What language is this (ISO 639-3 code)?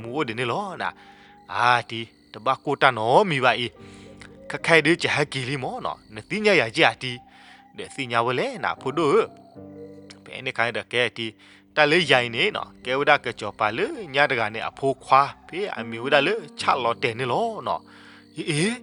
ksw